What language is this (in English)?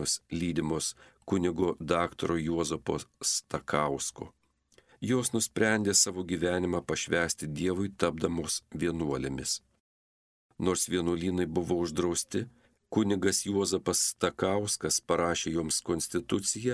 Lithuanian